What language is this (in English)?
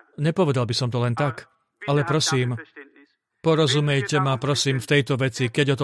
Slovak